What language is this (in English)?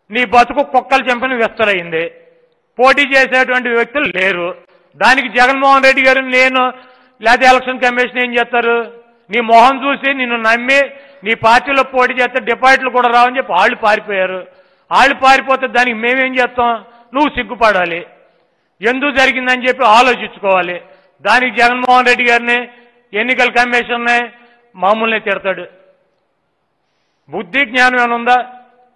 Telugu